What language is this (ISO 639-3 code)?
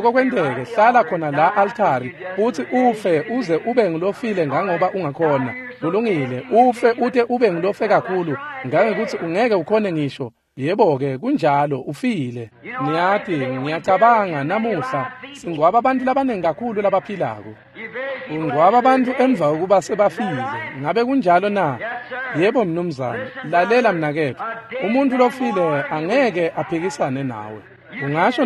ssw